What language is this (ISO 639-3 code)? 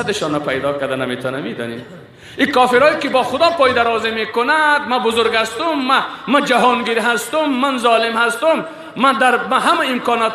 fas